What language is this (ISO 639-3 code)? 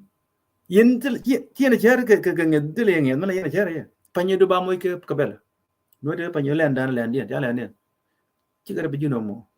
nus